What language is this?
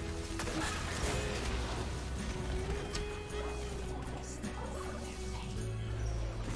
Czech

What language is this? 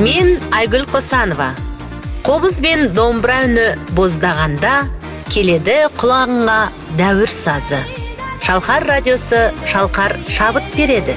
Kazakh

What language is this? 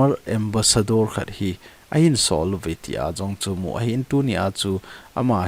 Thado Chin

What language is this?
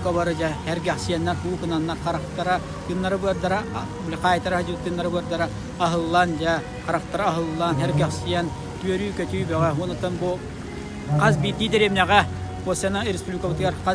Yakut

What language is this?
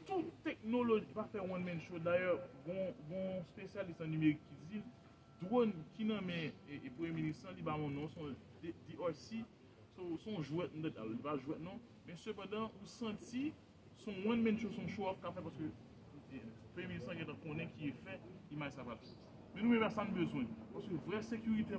Haitian Creole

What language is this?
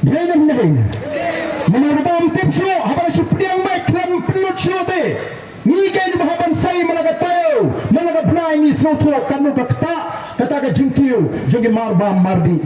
Khasi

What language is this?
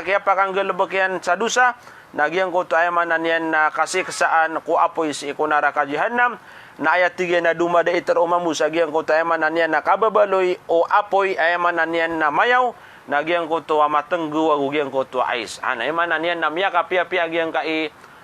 Maranao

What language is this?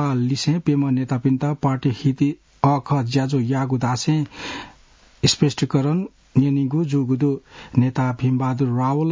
Newari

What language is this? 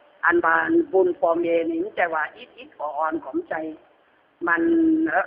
Lü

